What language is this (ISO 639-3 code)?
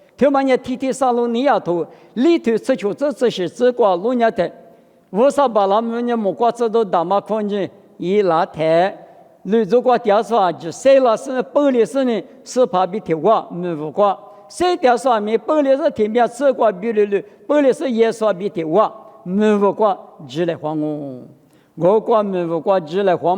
lis